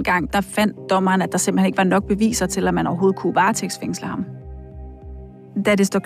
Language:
Danish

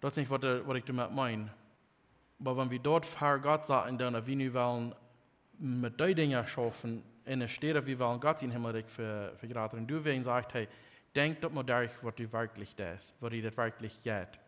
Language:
Plautdietsch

